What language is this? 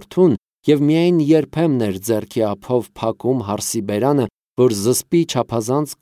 Armenian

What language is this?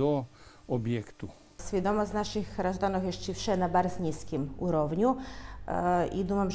Rusyn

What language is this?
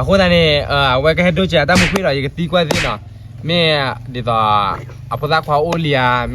S'gaw Karen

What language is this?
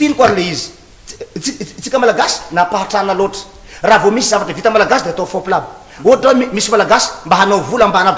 Malagasy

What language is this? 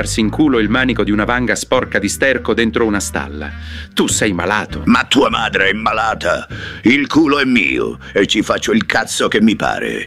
Italian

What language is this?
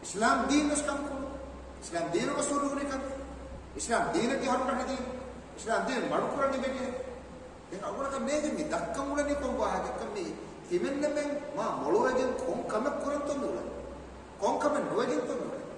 Divehi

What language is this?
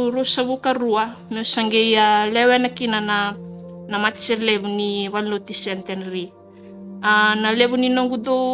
Fijian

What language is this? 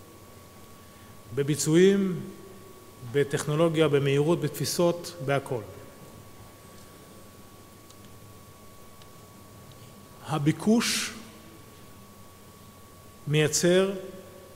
Hebrew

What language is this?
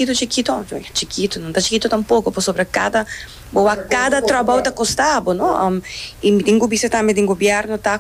Papiamento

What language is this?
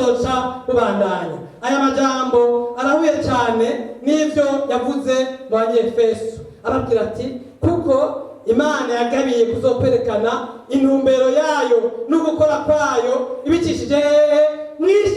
Rundi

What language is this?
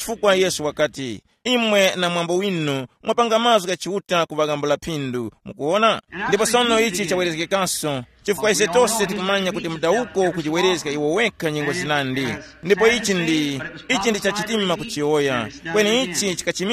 Tumbuka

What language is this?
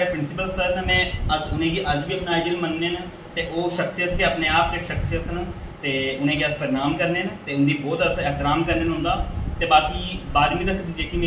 Dogri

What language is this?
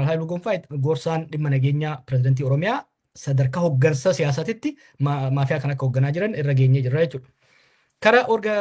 Oromo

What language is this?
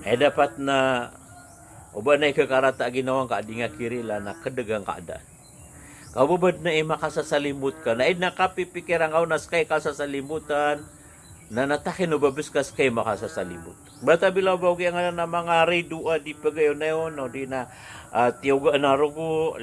Maranao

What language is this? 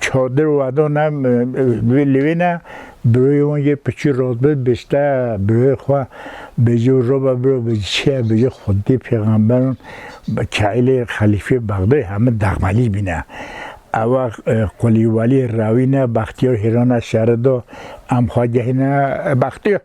Kurdish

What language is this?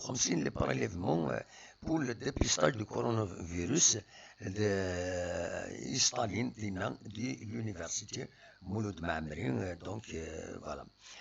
Kabyle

